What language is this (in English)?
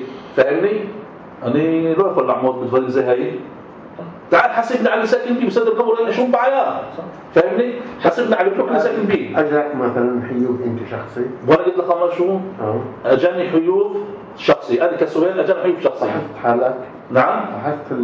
North Levantine Arabic